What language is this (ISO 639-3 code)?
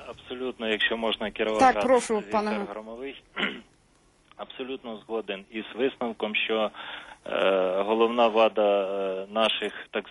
ukr